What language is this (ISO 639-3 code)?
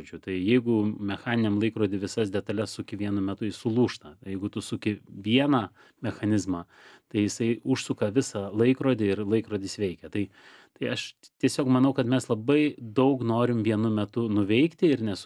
lit